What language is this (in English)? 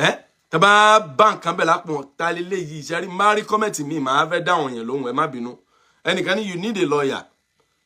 Yoruba